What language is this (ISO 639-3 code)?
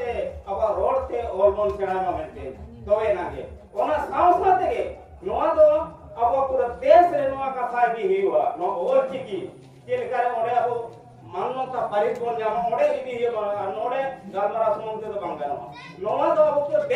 sat